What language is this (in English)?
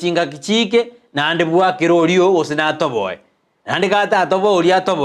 Gusii